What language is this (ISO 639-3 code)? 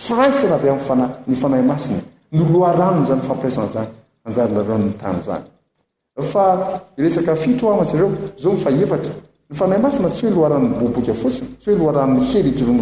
mlg